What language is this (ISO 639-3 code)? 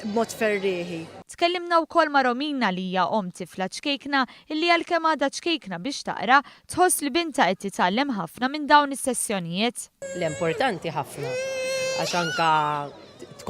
mlt